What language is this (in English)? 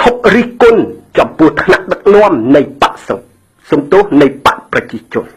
Khmer